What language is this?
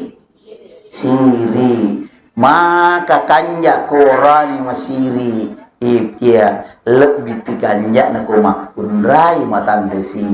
Buginese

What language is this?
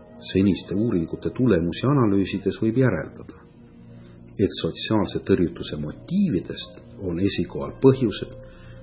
Estonian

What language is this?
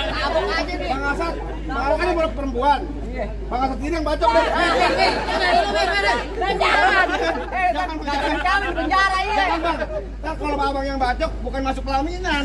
Betawi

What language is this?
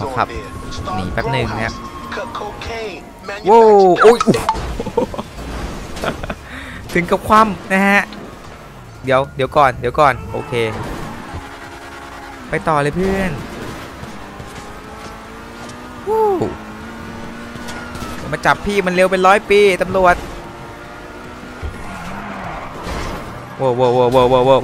Thai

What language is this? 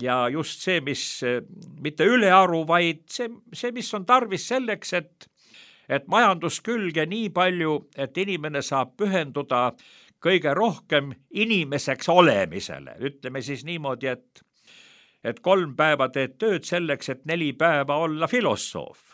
Estonian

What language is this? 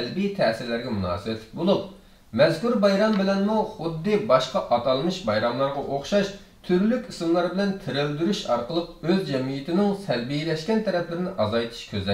Uyghur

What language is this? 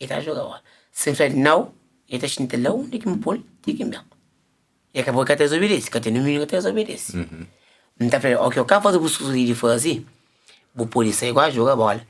Kabuverdianu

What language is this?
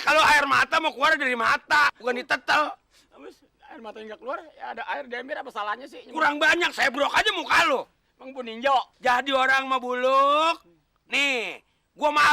Betawi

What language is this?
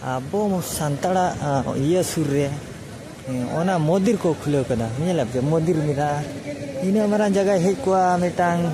Santali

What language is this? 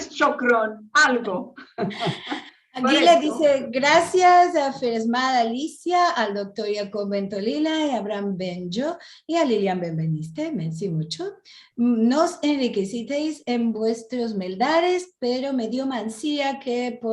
Ladino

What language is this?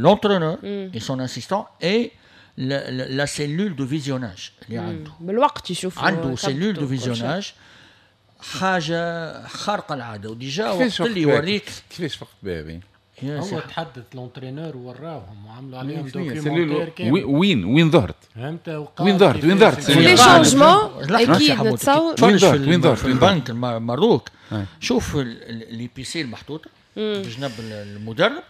Tunisian Arabic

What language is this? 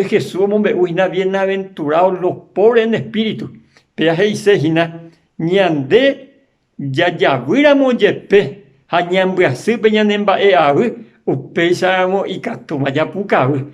Guarani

